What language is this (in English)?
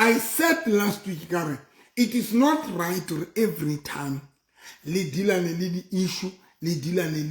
Southern Sotho